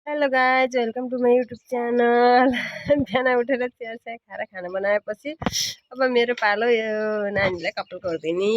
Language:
Nepali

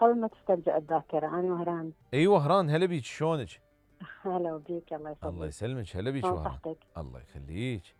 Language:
Mesopotamian Arabic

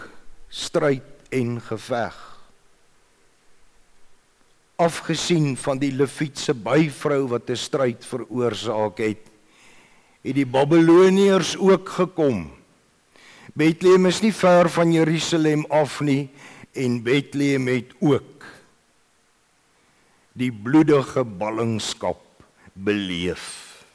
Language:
Afrikaans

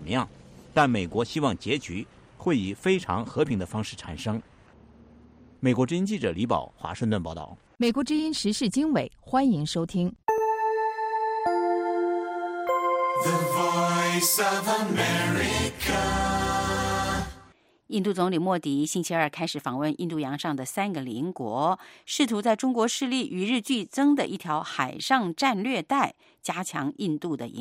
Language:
Chinese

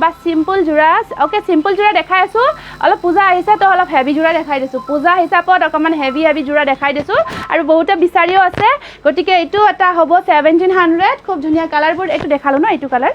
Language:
Assamese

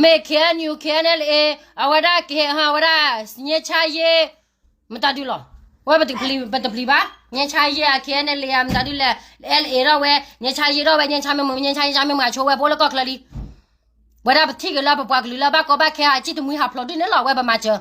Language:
S'gaw Karen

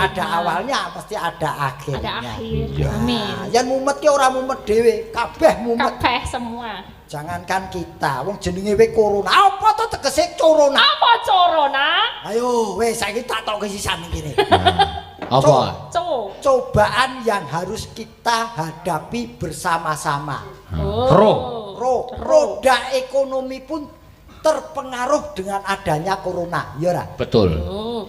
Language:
Javanese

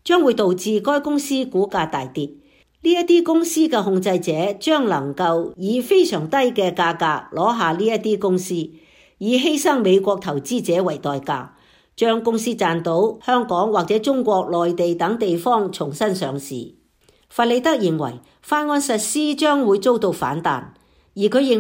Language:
Cantonese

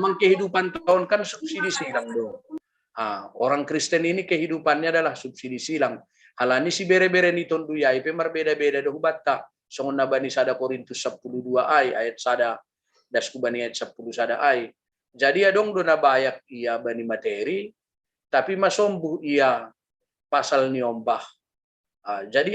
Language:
Batak Simalungun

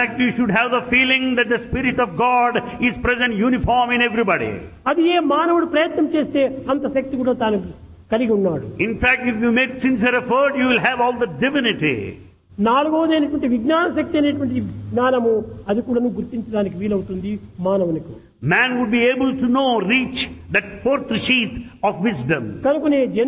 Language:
Telugu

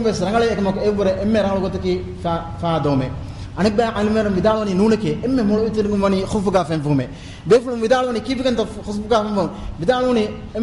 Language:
Divehi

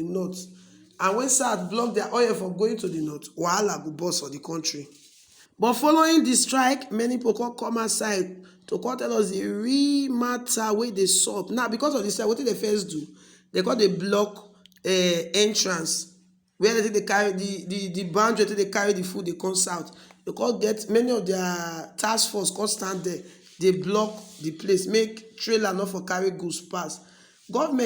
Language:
Nigerian Pidgin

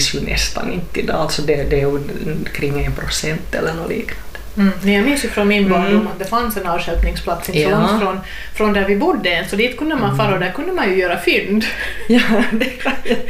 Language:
Swedish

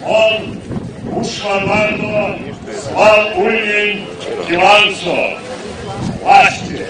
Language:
Erzya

